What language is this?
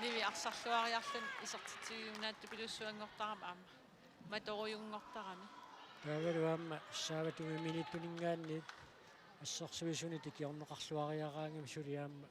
Kalaallisut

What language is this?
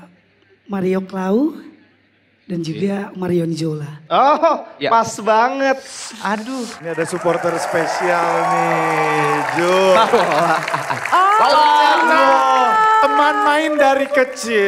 Indonesian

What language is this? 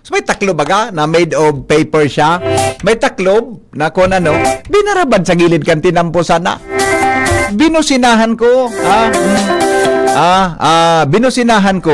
Bikol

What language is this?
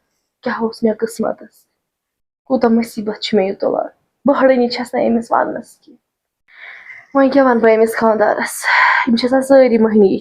Kashmiri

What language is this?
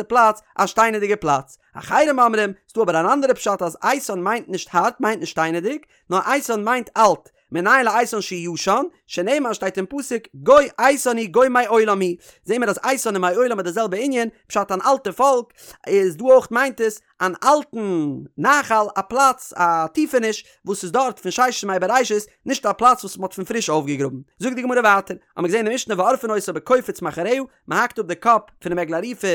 Yiddish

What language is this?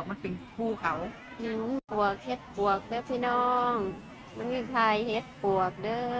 Northeastern Thai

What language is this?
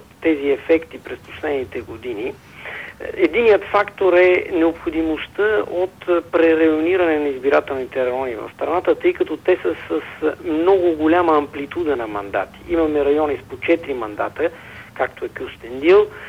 Bulgarian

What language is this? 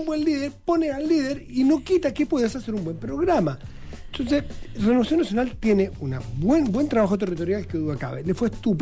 Spanish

